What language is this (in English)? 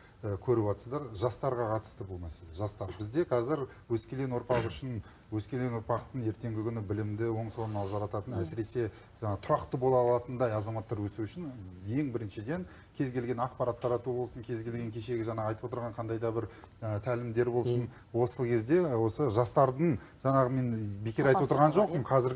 Kazakh